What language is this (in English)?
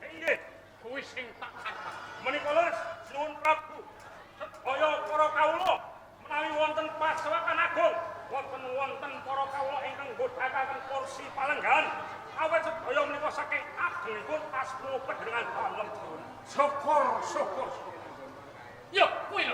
Javanese